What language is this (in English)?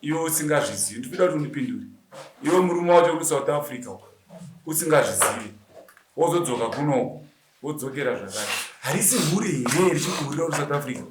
Shona